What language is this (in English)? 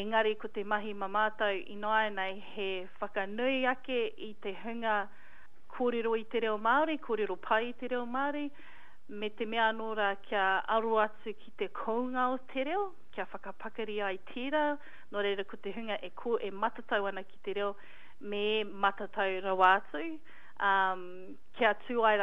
Māori